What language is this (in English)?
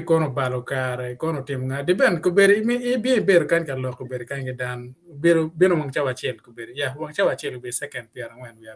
Acoli